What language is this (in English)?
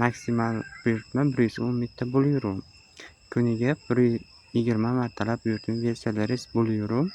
Uzbek